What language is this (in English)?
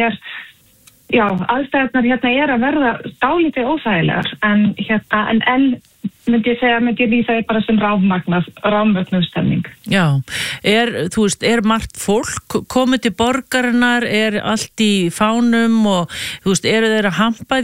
Icelandic